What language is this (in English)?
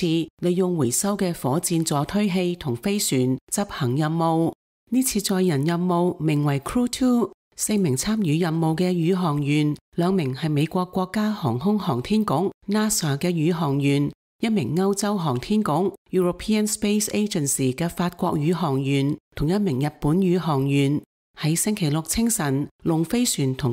Cantonese